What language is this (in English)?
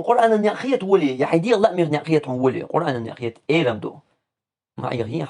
Chechen